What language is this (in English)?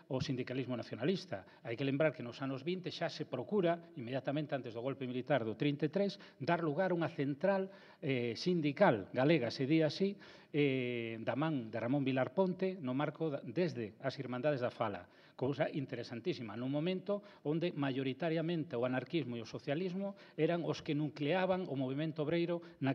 Galician